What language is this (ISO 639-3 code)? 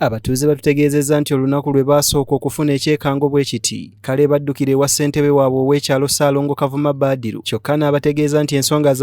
lug